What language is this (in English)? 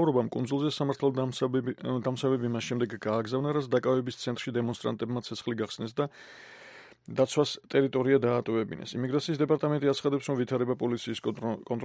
Georgian